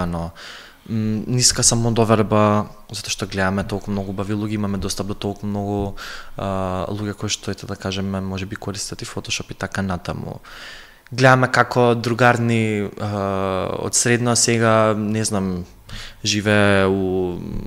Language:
Macedonian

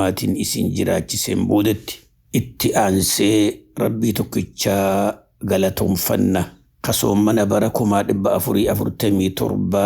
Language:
Oromo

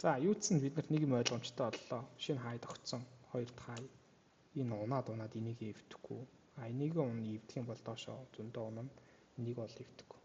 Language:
Mongolian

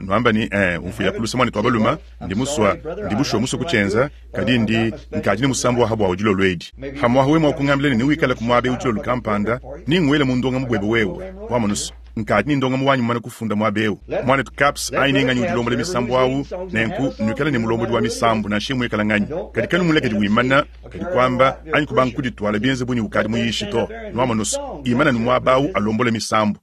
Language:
Luba-Lulua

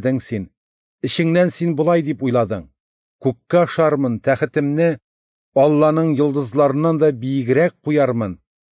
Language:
Tatar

